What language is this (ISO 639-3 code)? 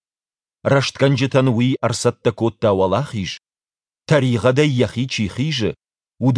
oss